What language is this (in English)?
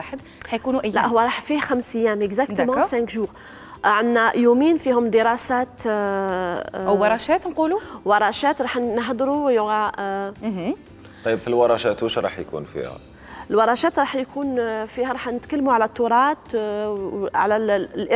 Algerian Arabic